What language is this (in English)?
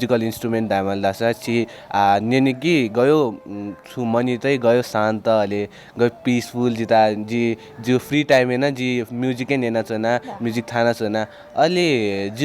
Newari